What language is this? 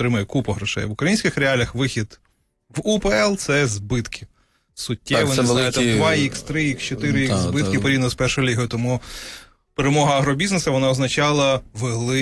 Ukrainian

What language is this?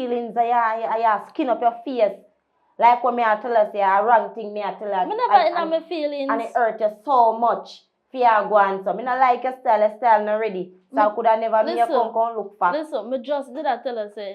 Jamaican Creole English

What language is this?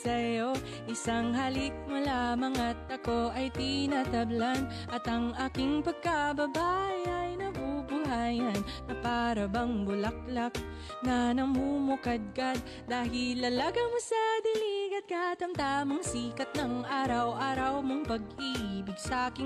Filipino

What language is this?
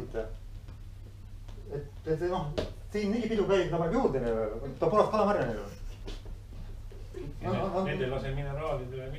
Estonian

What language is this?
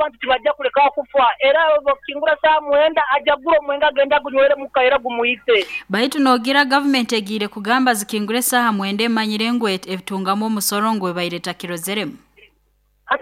Nyoro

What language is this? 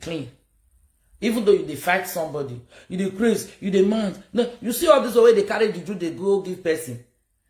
Nigerian Pidgin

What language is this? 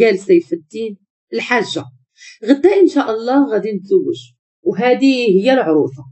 Moroccan Arabic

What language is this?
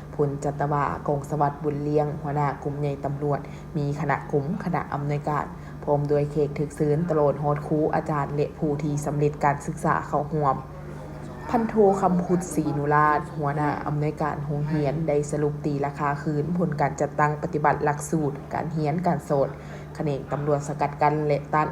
Lao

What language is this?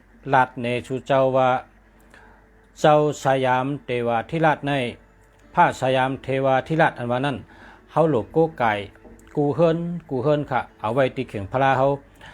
Shan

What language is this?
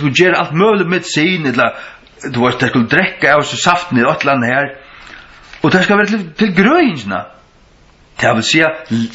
Faroese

